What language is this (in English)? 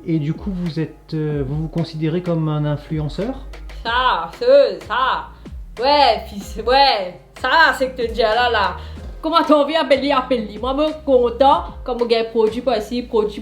Morisyen